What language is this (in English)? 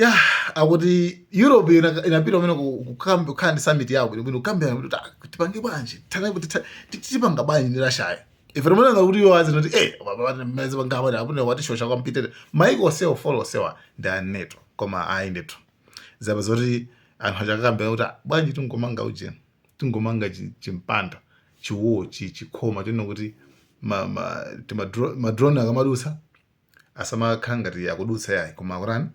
Nyanja